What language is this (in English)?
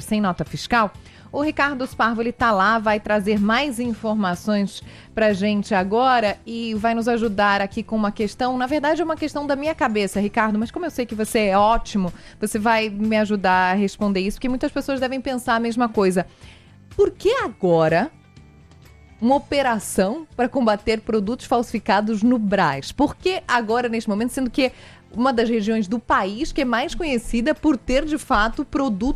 Portuguese